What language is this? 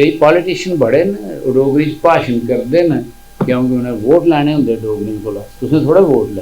Dogri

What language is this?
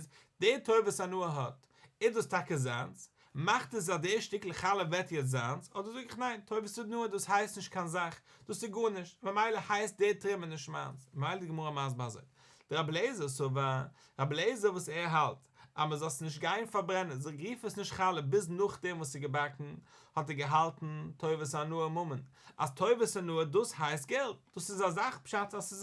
Yiddish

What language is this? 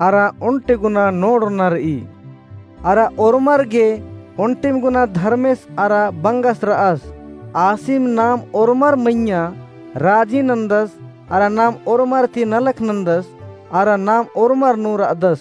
Kurukh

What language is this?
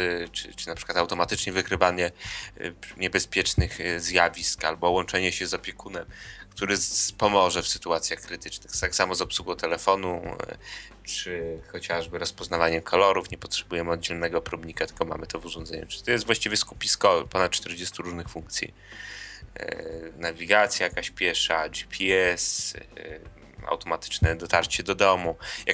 Polish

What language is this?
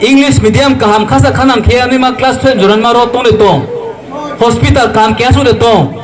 Riang (India)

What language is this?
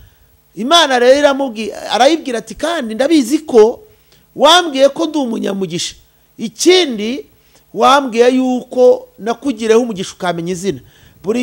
Kinyarwanda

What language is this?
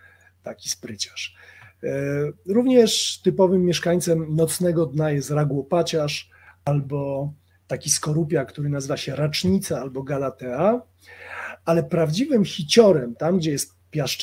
Polish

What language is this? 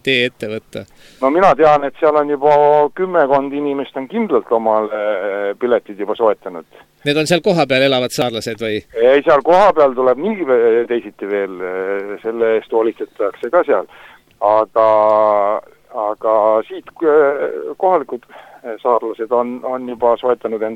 Estonian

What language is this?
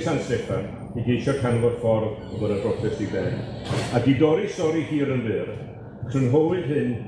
Welsh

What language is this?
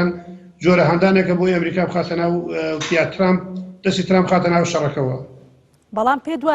Central Kurdish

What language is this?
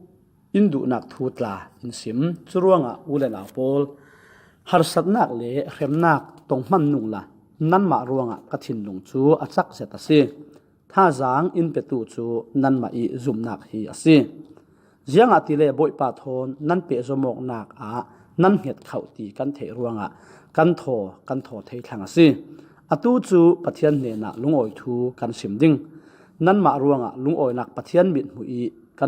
Falam Chin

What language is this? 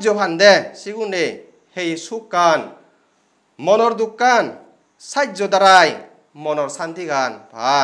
Chakma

